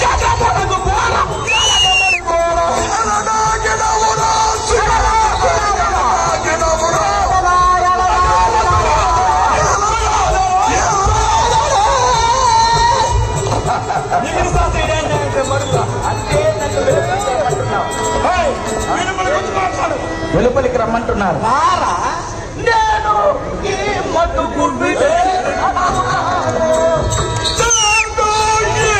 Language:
Telugu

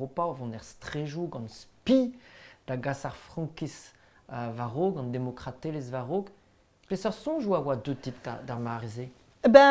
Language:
Breton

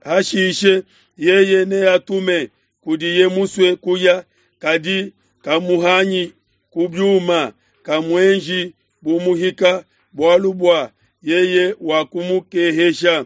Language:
Luba-Lulua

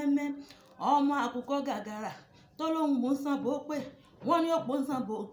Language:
Yoruba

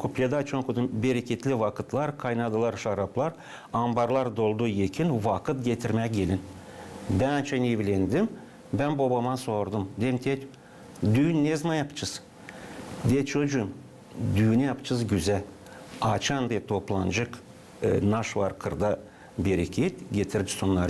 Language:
Gagauz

